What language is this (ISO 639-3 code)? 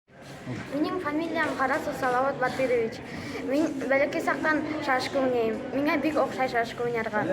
bak